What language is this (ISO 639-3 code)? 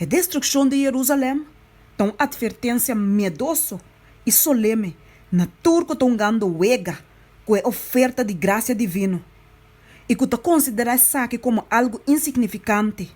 pap